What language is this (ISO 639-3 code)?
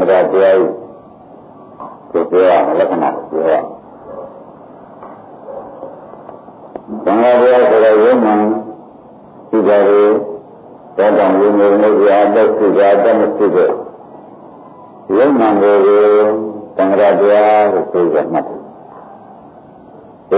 mya